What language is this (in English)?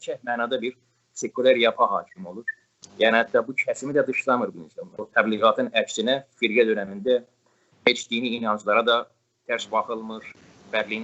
South Azerbaijani